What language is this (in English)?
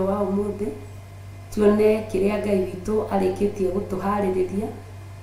Kikuyu